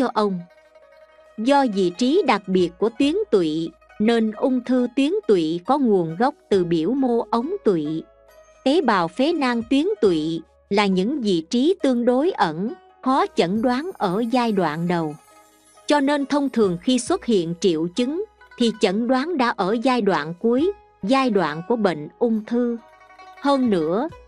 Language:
Vietnamese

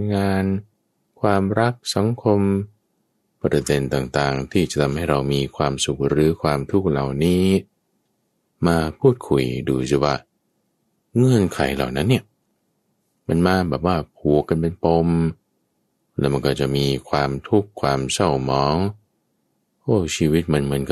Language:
Thai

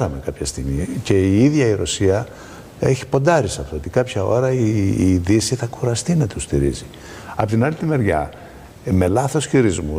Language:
Greek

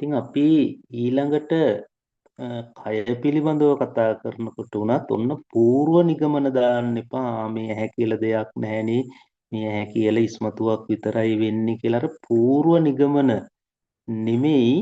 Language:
Sinhala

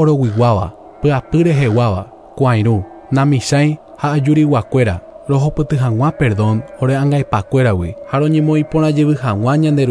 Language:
Guarani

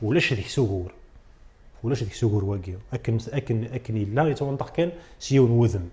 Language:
Kabyle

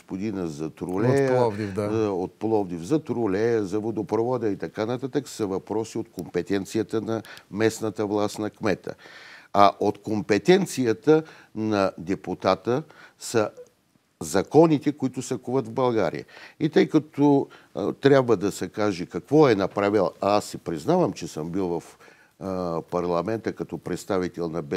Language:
Bulgarian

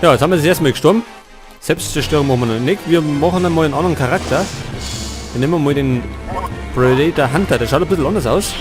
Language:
Bavarian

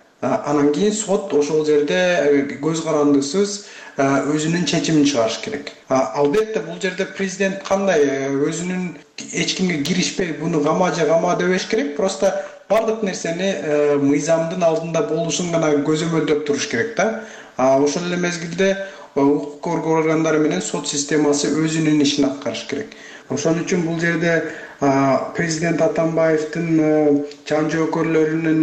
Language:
Kyrgyz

